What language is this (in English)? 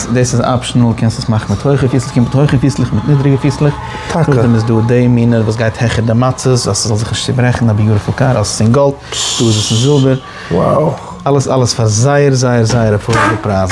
Yiddish